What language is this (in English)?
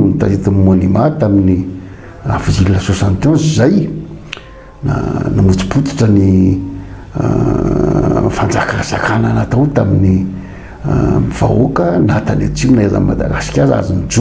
Malagasy